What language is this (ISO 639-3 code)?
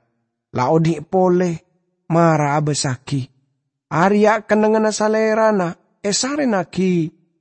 mad